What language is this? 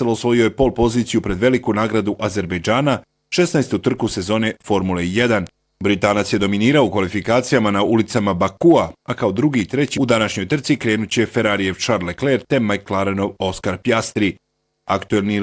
Bosnian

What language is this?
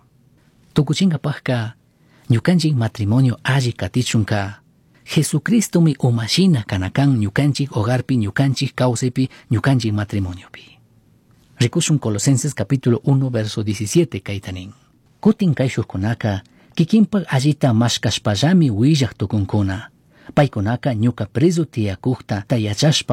Chimborazo Highland Quichua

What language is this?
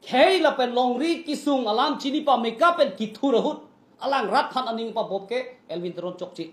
Karbi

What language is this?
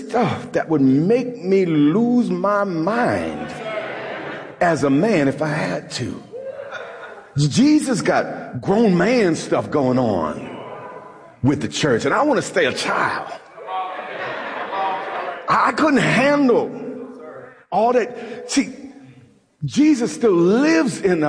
English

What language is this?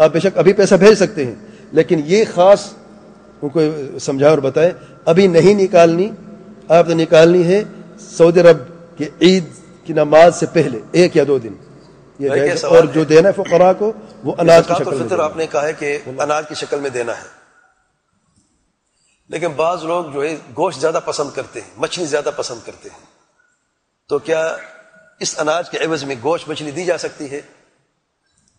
Urdu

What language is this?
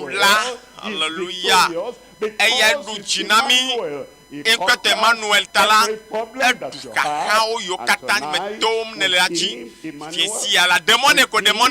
Ewe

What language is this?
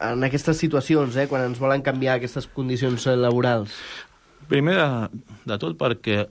Catalan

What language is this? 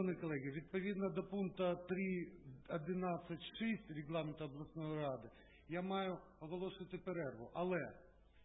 Ukrainian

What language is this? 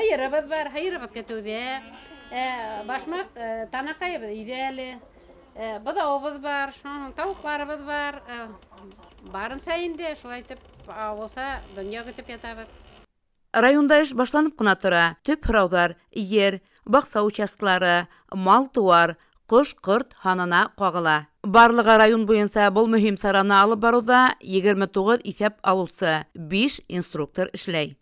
Bashkir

